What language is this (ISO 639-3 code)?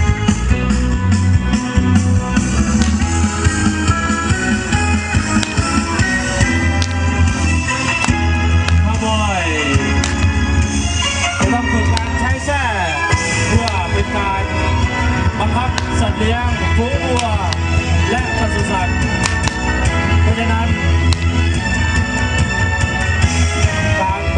tha